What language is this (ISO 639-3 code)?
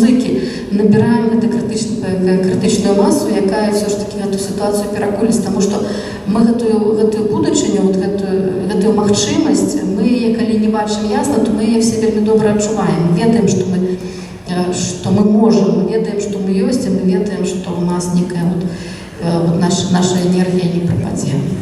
bel